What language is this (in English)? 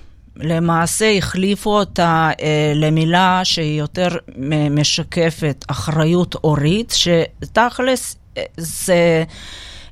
Hebrew